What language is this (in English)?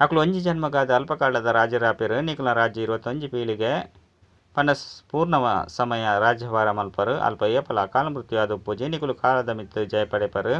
Tulu